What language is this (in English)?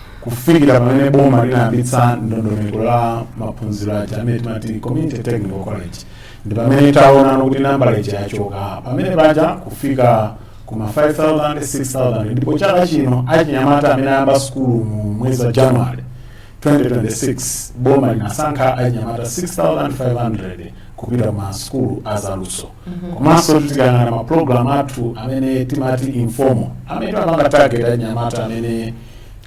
Nyanja